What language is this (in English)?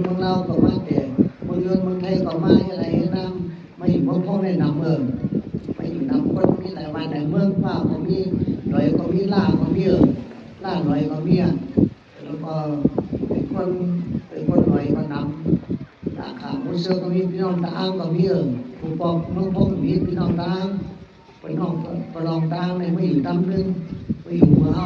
Shan